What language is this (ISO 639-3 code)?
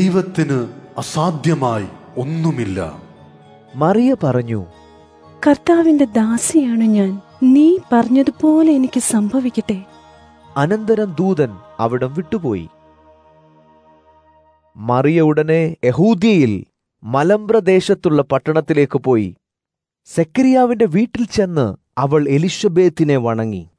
mal